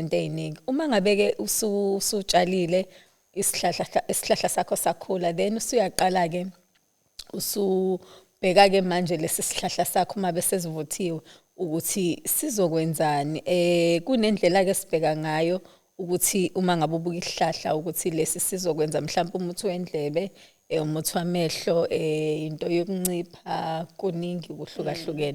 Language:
Zulu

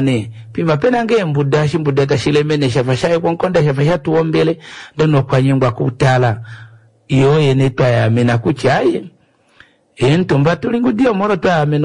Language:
Kuanyama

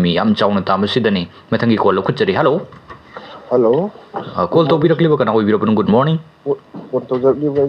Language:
Manipuri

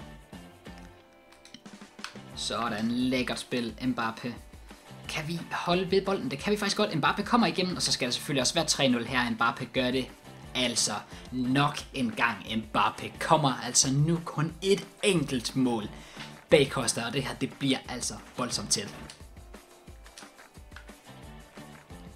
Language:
Danish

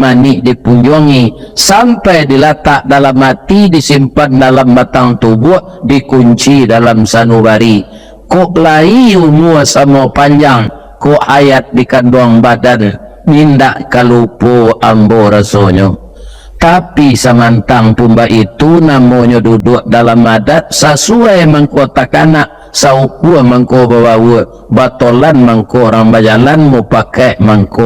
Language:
Minangkabau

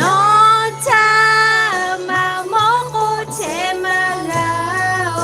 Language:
Lahu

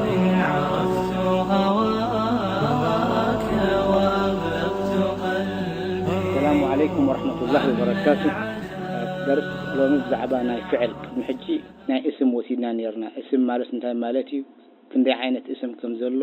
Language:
Tigrinya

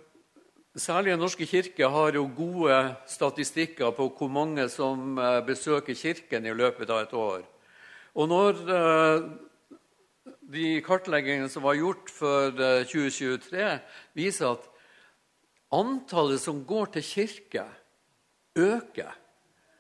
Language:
Norwegian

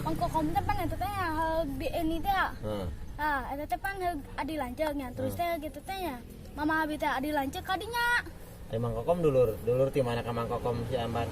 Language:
Sundanese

